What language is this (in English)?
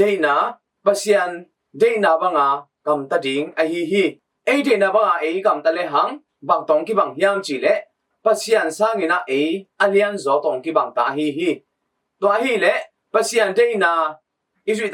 Tedim Chin